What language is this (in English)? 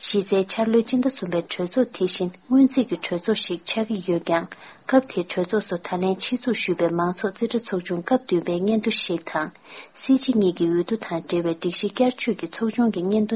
Tibetan